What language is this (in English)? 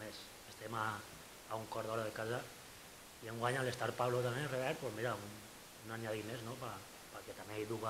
Catalan